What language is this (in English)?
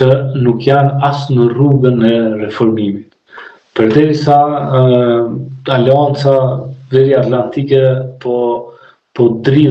Albanian